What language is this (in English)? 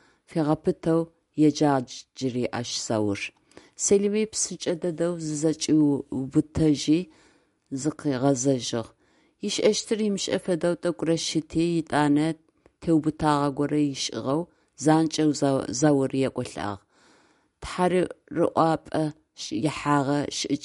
Adyghe